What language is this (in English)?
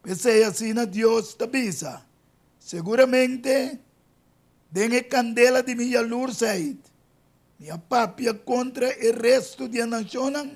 Papiamento